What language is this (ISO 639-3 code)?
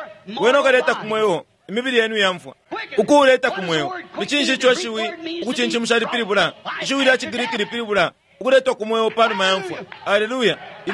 bem